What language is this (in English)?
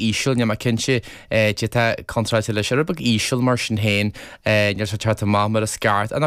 Irish